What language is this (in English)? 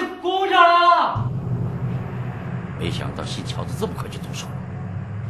Chinese